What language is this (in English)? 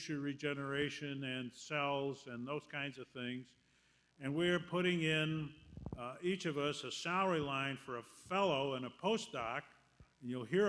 English